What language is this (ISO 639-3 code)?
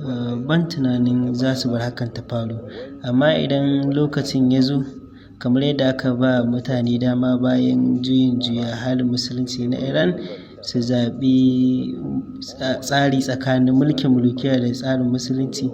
hau